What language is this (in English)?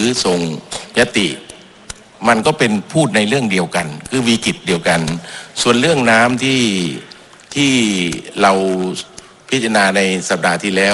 Thai